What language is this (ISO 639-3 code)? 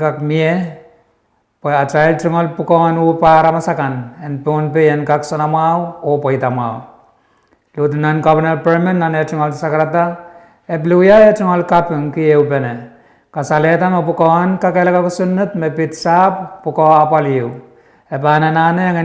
pon